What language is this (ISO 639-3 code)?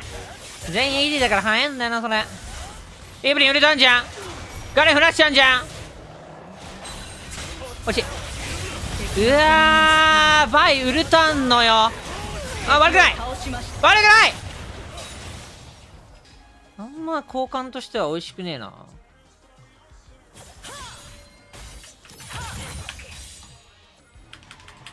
jpn